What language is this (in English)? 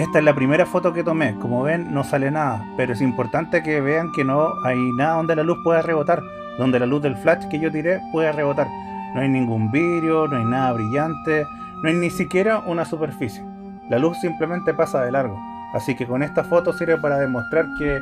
Spanish